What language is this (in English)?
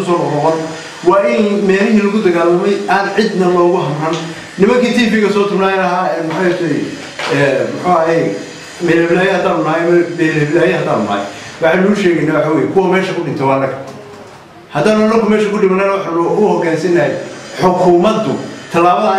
Somali